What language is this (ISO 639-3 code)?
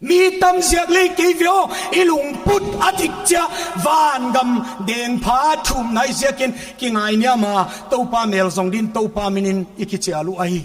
pck